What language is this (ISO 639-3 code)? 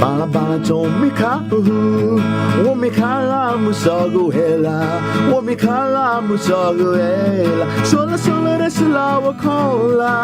new